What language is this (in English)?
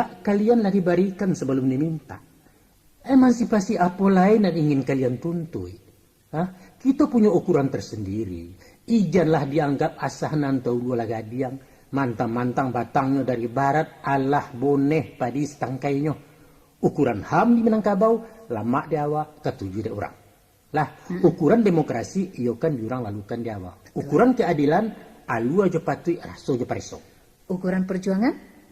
Minangkabau